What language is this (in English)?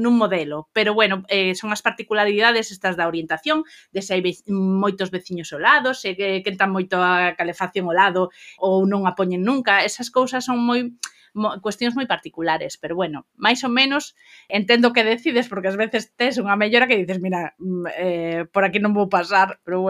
Galician